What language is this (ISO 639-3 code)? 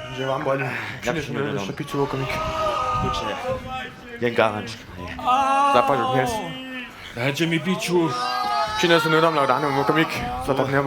hsb